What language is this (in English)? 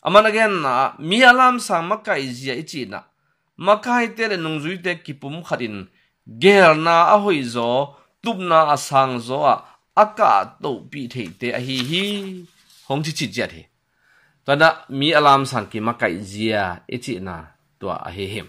Tedim Chin